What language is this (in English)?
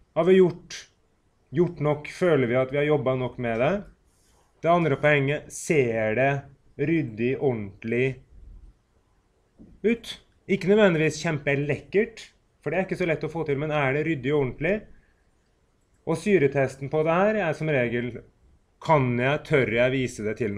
Norwegian